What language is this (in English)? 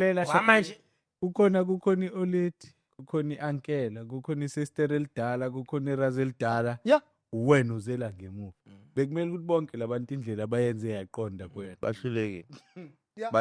Zulu